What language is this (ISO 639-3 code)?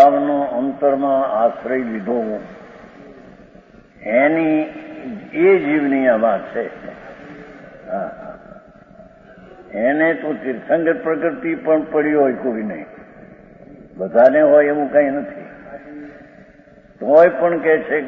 guj